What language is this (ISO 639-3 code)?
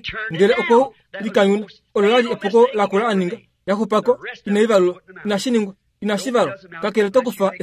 kua